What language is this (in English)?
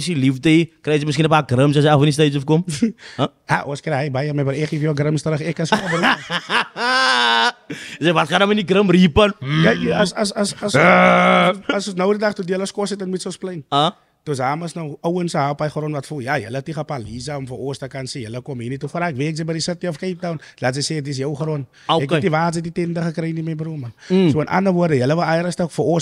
Afrikaans